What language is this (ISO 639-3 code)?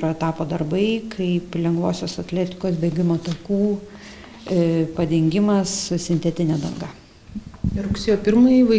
lit